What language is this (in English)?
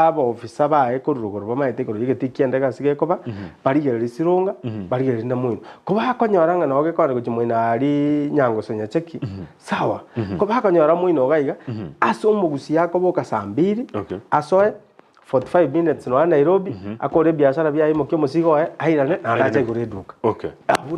Gusii